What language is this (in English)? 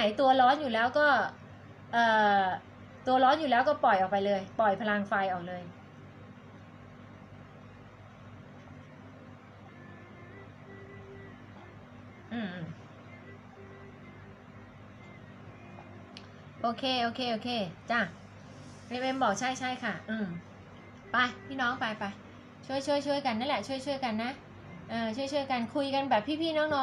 Thai